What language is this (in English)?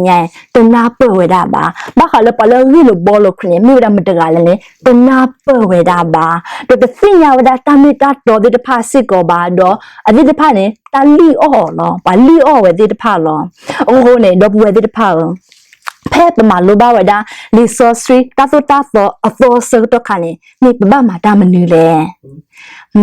S'gaw Karen